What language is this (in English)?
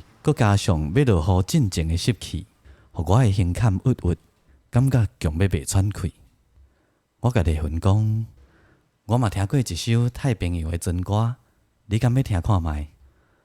Min Nan Chinese